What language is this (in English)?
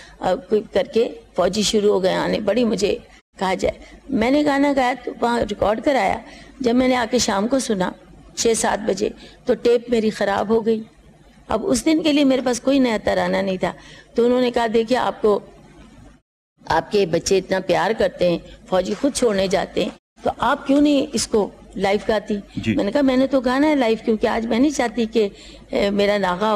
Urdu